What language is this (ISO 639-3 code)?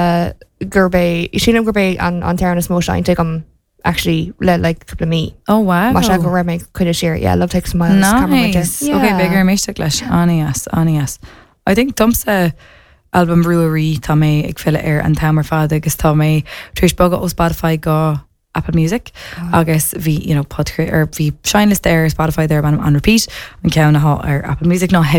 gle